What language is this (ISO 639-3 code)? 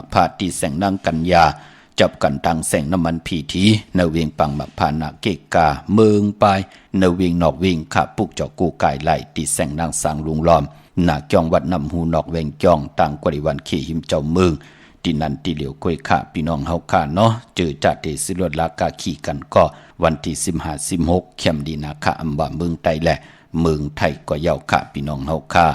shn